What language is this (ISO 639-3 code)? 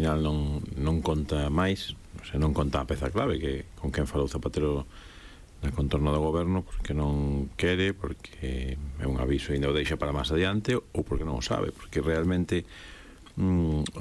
glg